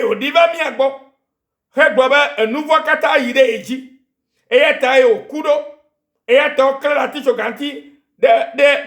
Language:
Ewe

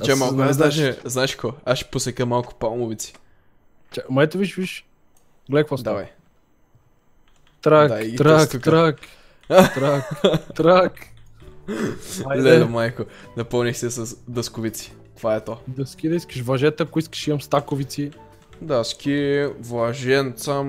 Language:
Bulgarian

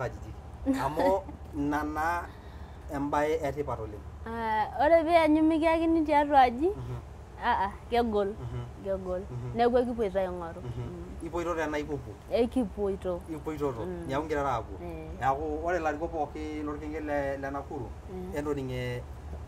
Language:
Masai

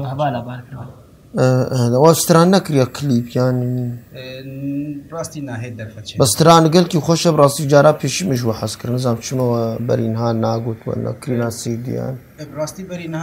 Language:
Kurdish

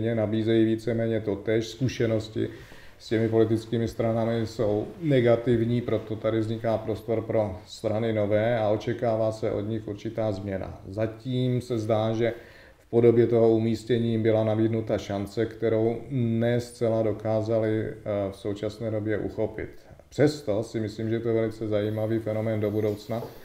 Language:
Czech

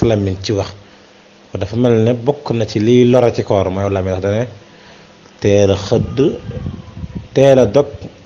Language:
Wolof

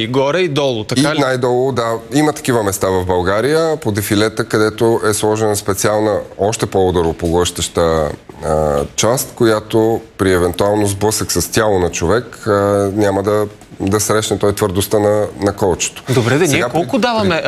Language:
Bulgarian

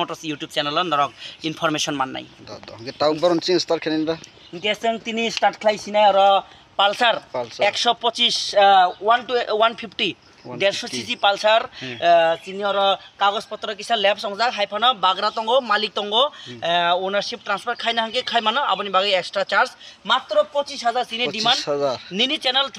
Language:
Kok Borok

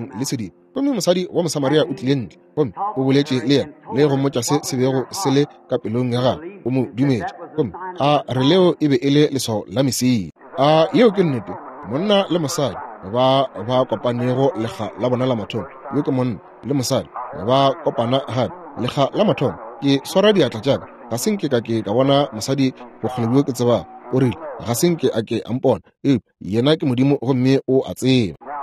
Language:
Northern Sotho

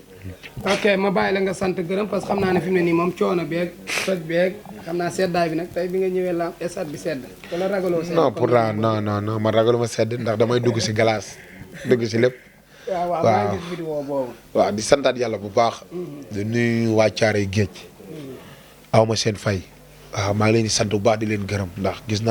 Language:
Wolof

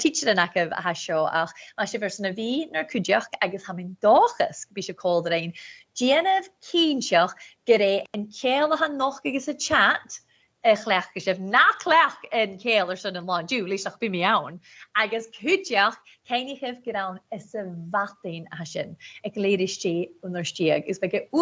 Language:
Scottish Gaelic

